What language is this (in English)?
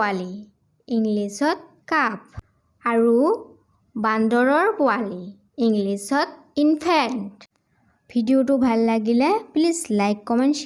Assamese